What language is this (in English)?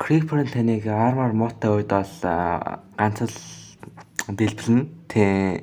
Mongolian